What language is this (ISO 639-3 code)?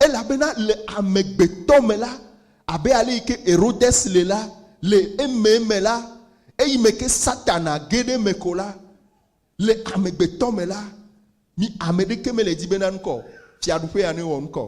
ewe